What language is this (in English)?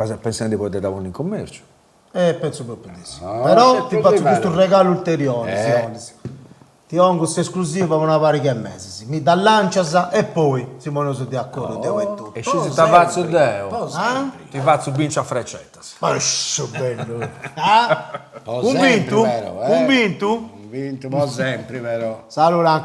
Sardinian